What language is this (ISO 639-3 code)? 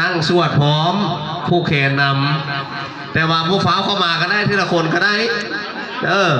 tts